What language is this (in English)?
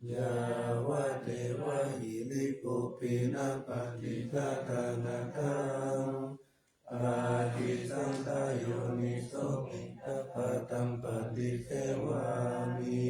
Pali